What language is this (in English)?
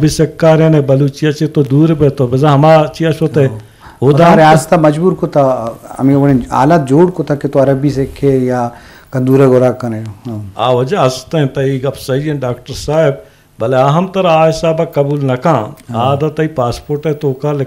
Eastern Balochi